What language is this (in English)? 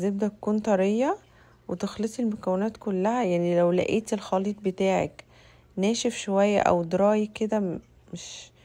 Egyptian Arabic